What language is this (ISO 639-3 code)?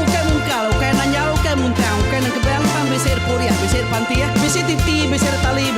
iba